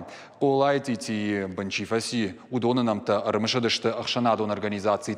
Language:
Ossetic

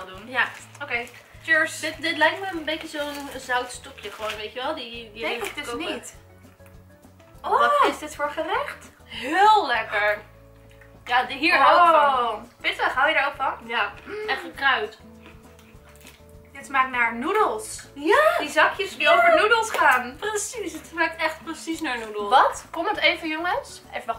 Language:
Dutch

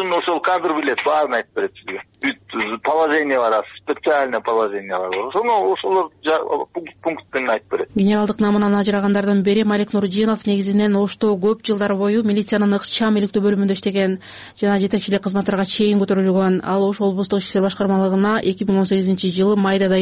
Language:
Kyrgyz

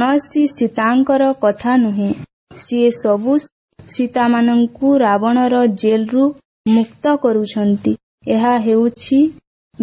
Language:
Odia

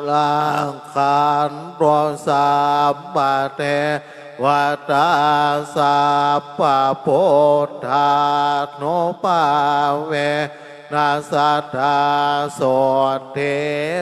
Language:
Pali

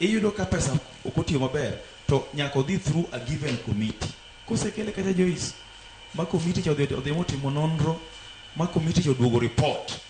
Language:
Luo (Kenya and Tanzania)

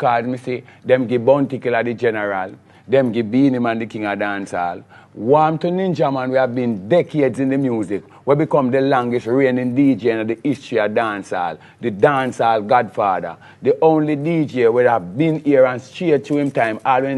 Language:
Jamaican Creole English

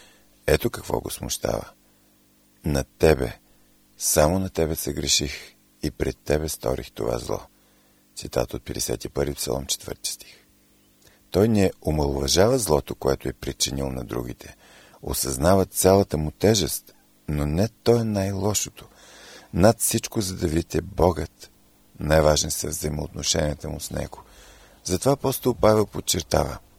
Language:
Bulgarian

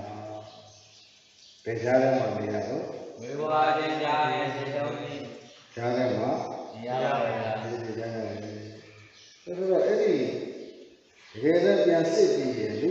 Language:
Burmese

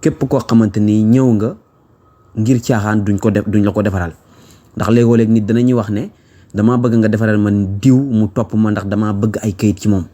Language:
Wolof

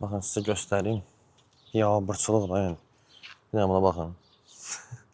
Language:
Azerbaijani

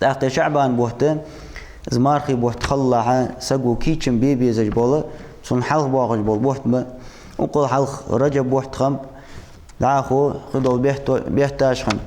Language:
Ingush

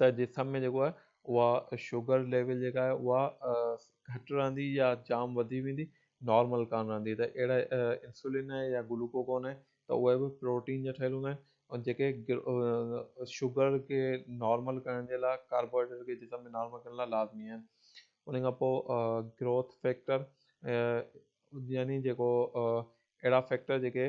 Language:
Sindhi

